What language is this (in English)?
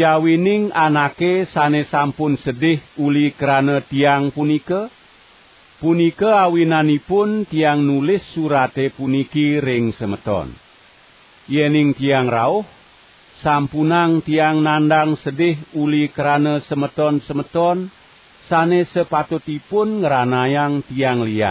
Balinese